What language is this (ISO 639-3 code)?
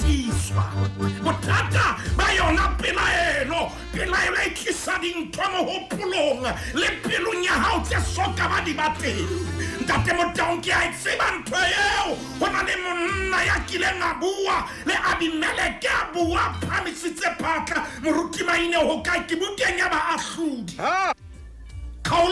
sot